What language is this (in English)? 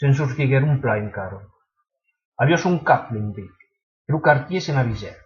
Occitan